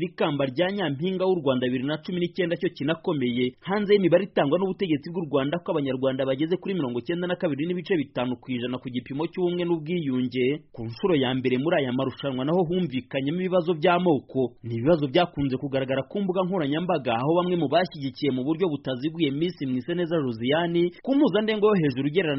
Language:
Kinyarwanda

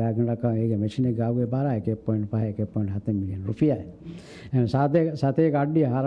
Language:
Divehi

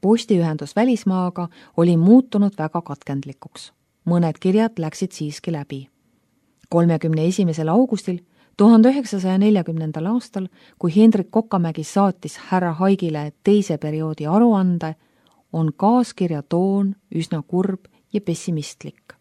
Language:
Estonian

